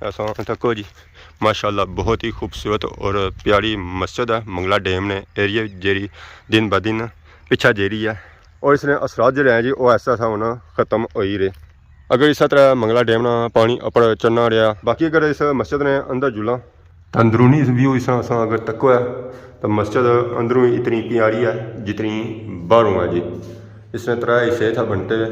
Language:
Pahari-Potwari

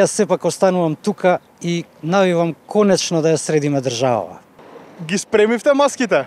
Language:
Macedonian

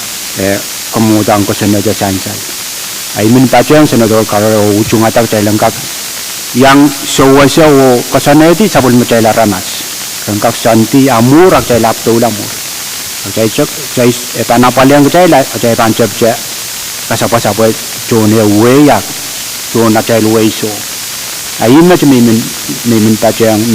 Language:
Pohnpeian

